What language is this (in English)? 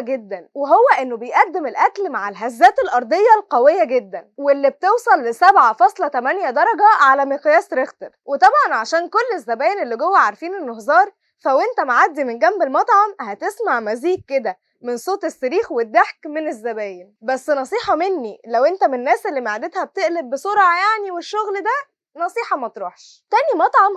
Egyptian Arabic